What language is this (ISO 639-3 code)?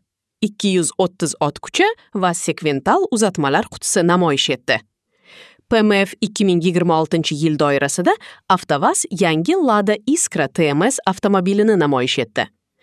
uzb